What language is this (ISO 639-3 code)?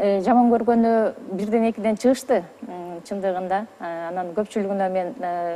kir